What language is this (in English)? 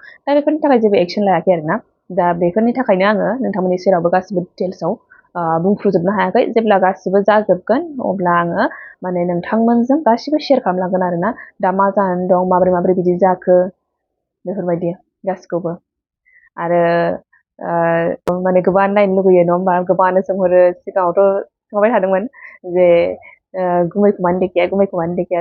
Bodo